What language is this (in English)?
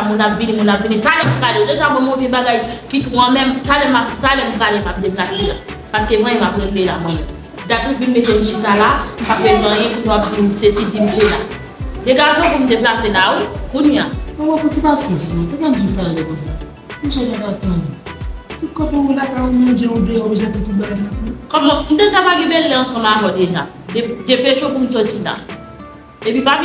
Haitian Creole